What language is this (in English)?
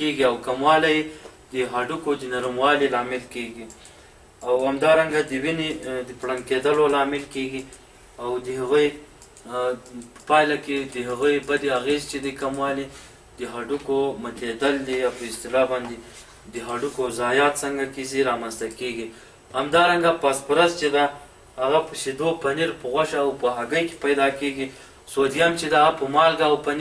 Pashto